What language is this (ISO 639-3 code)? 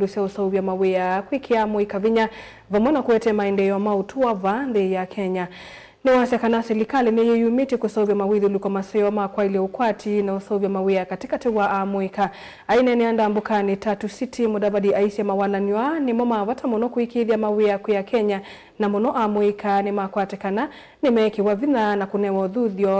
kam